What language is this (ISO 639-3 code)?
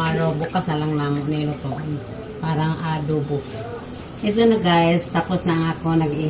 ceb